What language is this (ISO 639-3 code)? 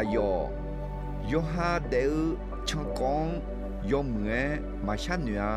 ahk